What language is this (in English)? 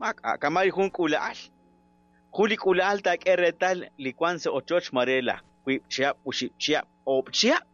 Kekchí